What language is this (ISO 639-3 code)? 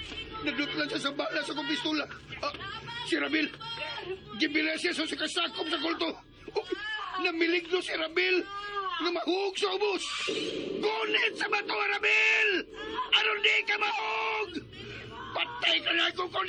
ceb